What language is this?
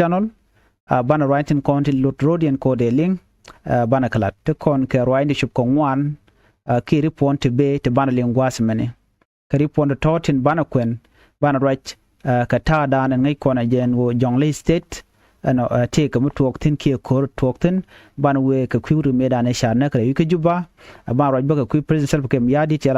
Nuer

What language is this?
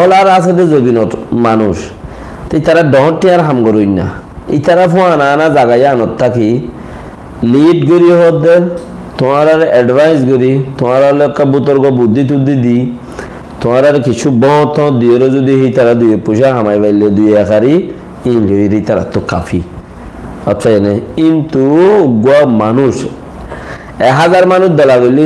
Rohingya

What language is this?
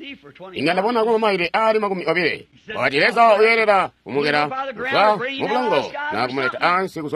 Tonga (Zambia)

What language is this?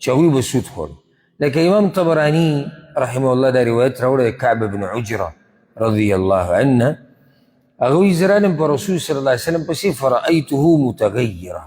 Pashto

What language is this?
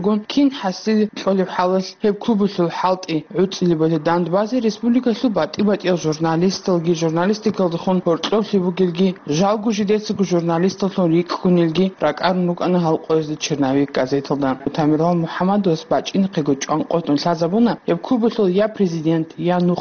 Avaric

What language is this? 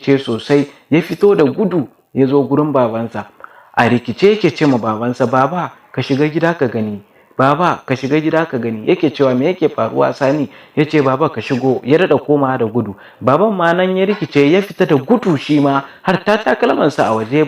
Hausa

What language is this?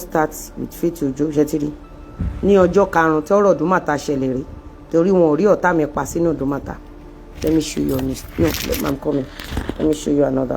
Yoruba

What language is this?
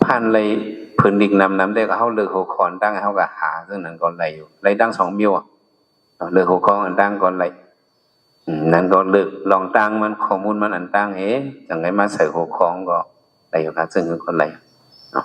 Shan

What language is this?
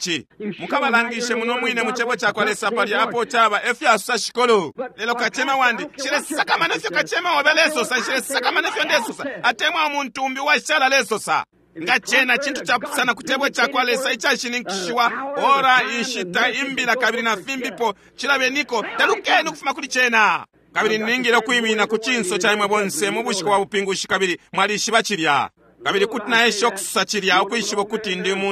Bemba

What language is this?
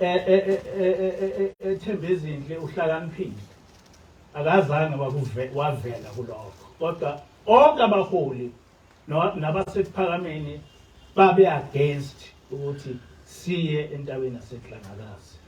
Zulu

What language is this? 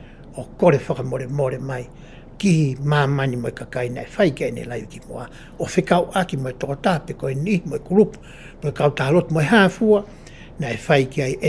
Tongan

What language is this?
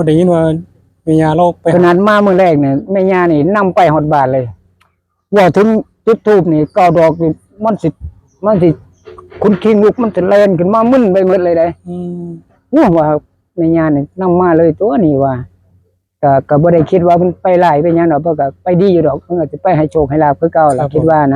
Northeastern Thai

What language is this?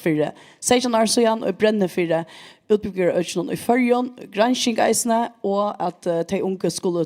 Faroese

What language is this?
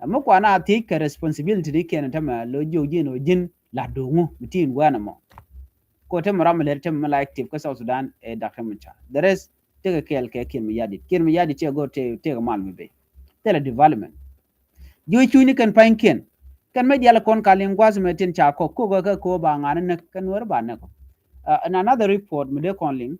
Nuer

